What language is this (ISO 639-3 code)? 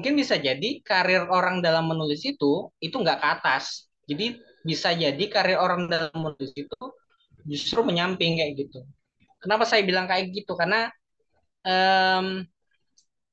ind